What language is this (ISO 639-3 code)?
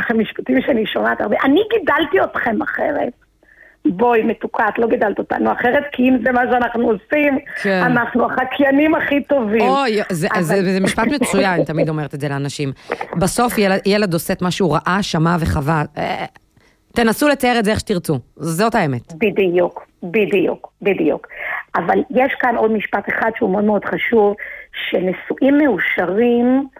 heb